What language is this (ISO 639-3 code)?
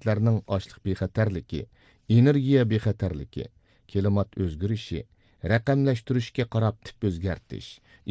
uig